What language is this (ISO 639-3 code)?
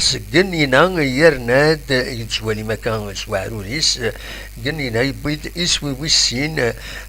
kab